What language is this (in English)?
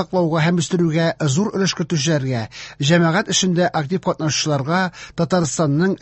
Tatar